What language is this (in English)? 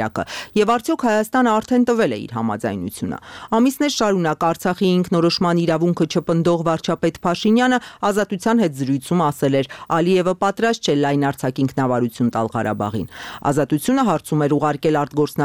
Armenian